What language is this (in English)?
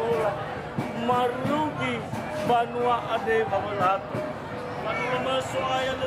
Nias